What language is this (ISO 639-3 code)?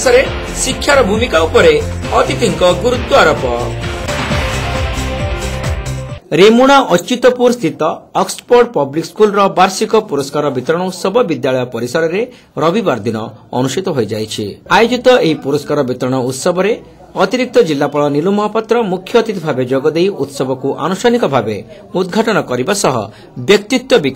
ori